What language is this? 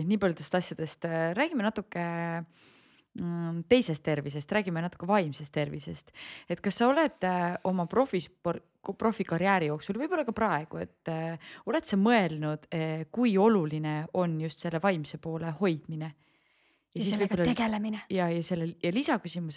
Estonian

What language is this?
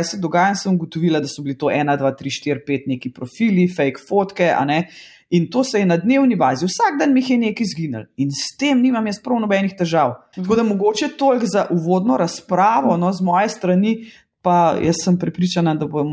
Slovenian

